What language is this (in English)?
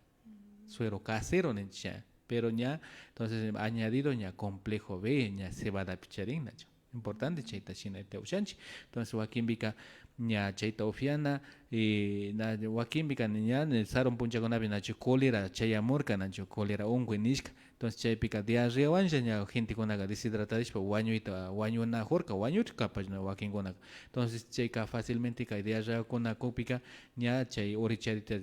Imbabura Highland Quichua